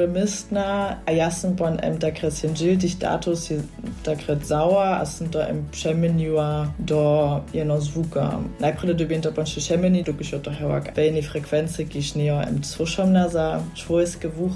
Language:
Upper Sorbian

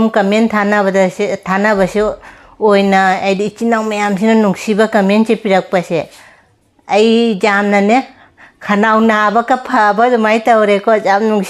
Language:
Manipuri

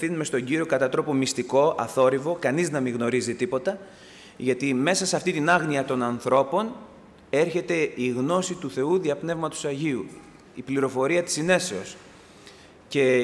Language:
Greek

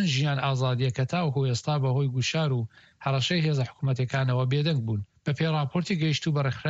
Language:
Central Kurdish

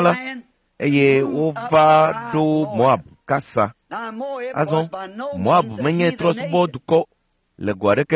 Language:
Ewe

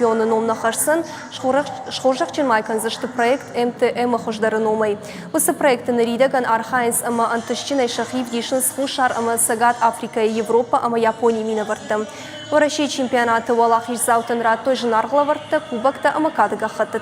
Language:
Ossetic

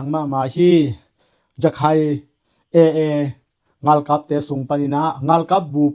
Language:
Tedim Chin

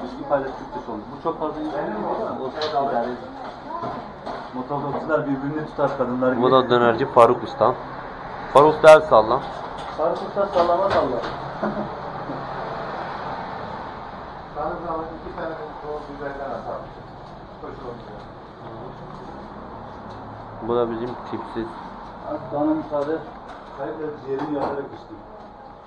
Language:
Turkish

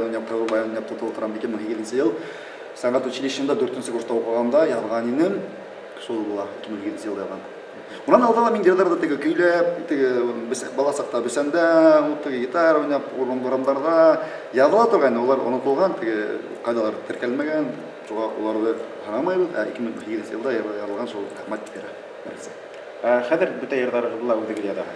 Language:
Bashkir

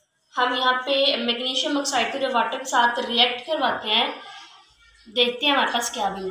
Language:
Hindi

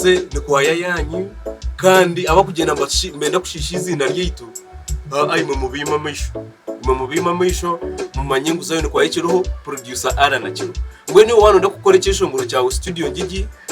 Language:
Nyankole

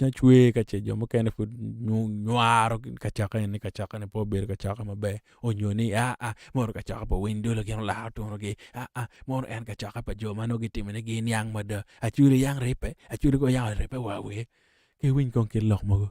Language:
Acoli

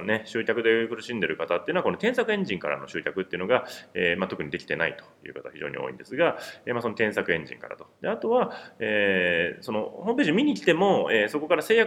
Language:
Japanese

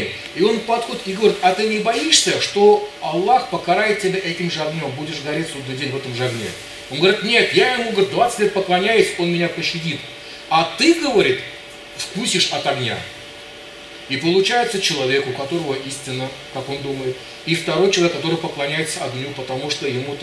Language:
Russian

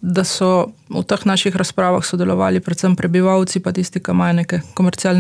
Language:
Slovenian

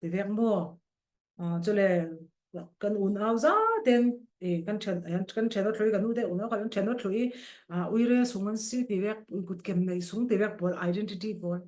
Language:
Falam Chin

